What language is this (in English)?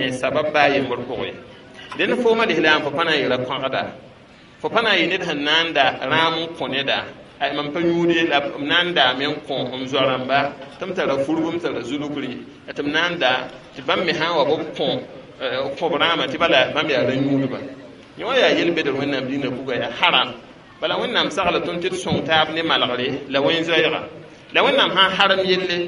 Mossi